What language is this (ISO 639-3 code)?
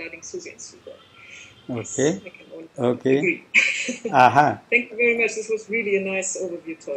eng